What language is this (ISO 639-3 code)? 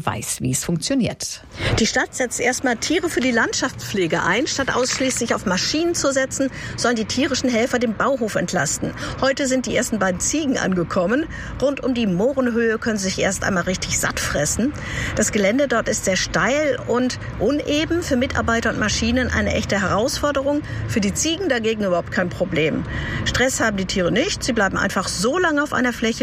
deu